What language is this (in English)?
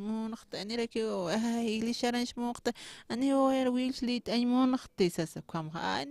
Aymara